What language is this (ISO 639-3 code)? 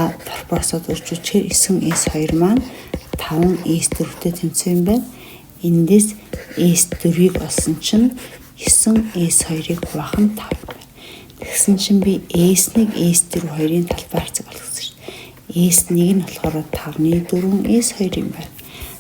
mon